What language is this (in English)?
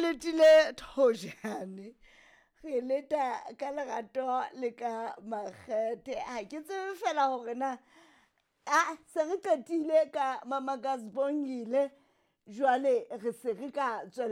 Southern Sotho